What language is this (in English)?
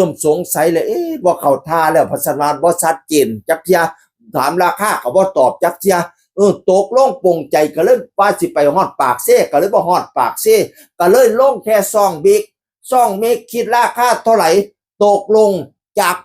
Northeastern Thai